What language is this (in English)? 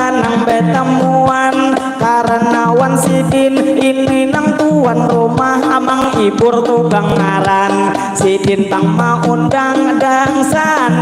Banjar